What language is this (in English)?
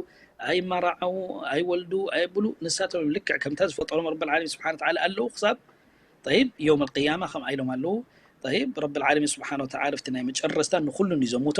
Tigrinya